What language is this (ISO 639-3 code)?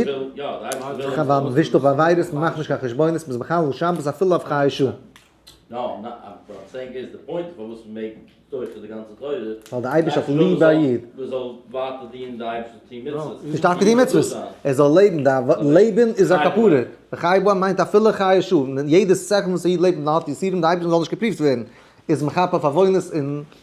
yid